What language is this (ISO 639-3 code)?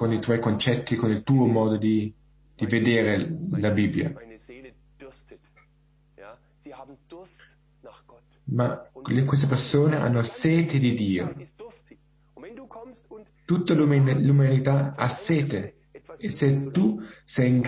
ita